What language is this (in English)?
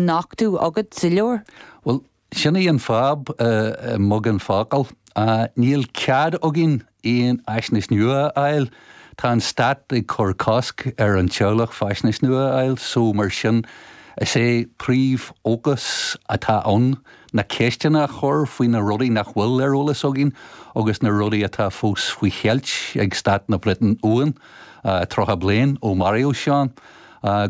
Irish